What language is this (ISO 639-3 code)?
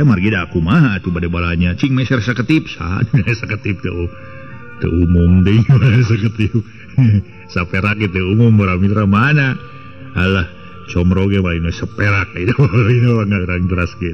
sun